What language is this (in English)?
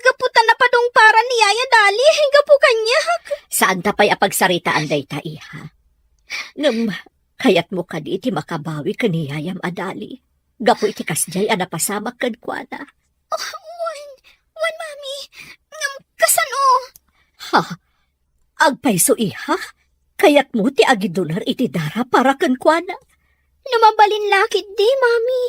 Iloko